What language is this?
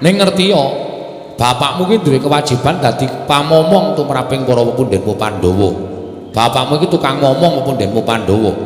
Javanese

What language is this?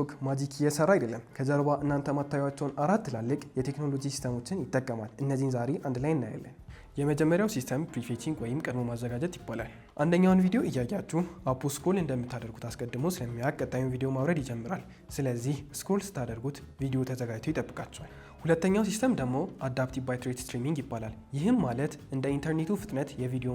Amharic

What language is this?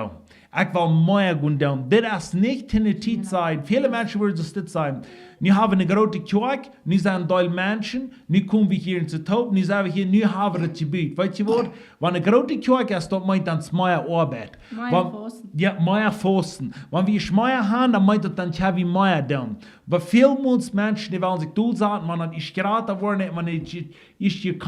Plautdietsch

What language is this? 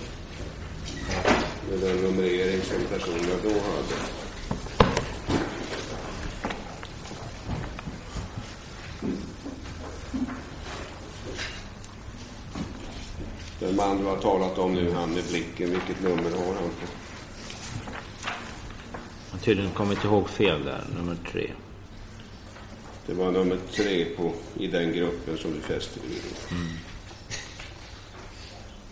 Swedish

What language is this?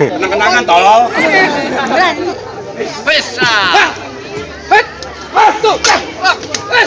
Betawi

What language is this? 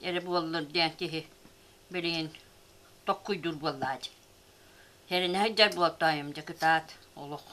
Yakut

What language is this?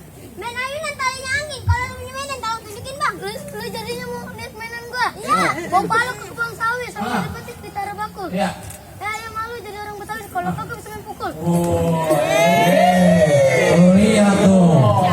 Betawi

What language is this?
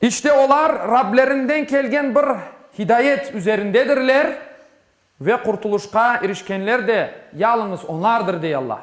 Crimean Tatar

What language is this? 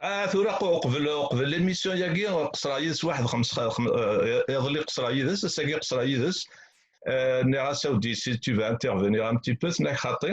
Kabyle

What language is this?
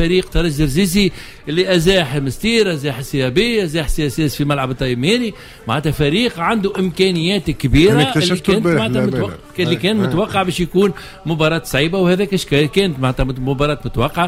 Tunisian Arabic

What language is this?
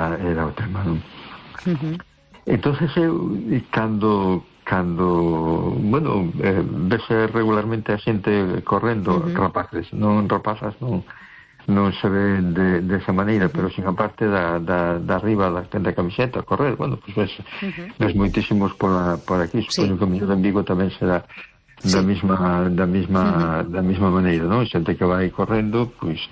Galician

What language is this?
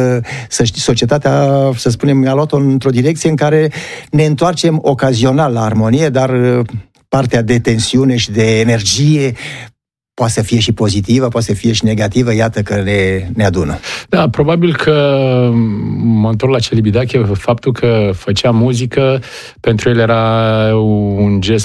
Romanian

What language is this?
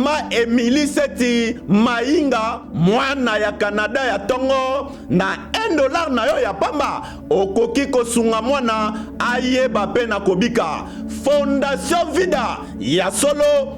Lingala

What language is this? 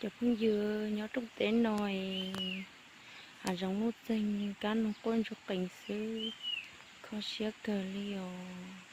Hmong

